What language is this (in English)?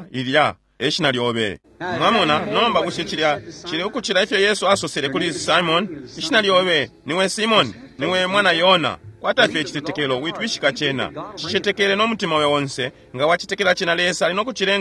Bemba